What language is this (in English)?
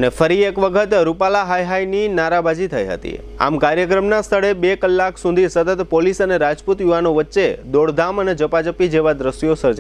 Gujarati